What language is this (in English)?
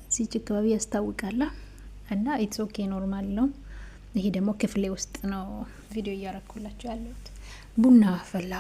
Amharic